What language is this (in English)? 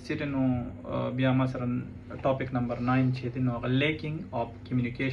Pashto